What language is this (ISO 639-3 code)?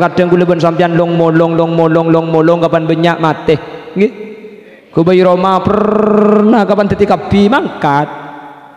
mad